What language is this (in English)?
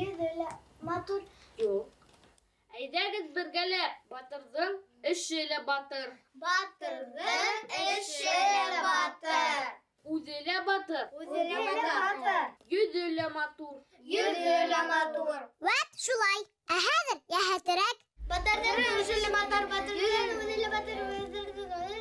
Bashkir